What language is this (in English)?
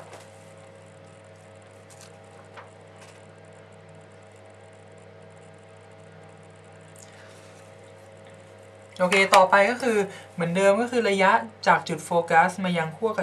Thai